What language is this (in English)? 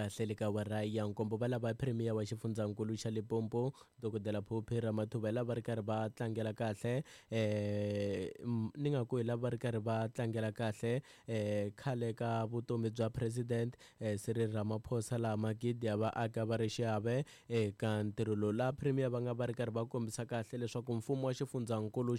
Tsonga